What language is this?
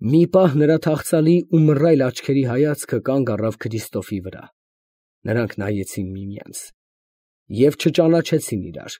Armenian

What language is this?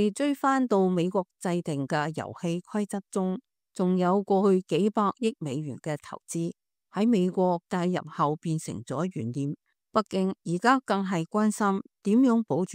Cantonese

